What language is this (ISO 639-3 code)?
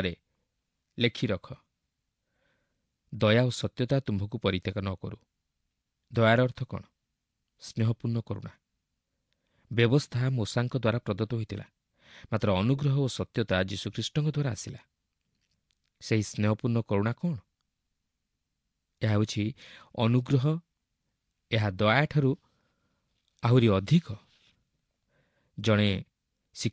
ori